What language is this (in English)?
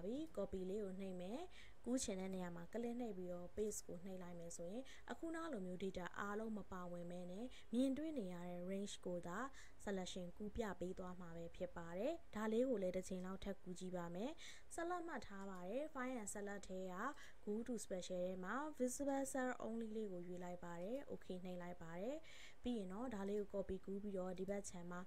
Burmese